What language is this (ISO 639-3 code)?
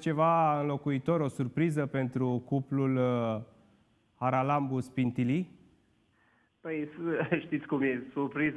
ron